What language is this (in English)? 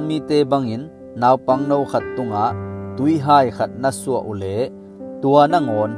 Tedim Chin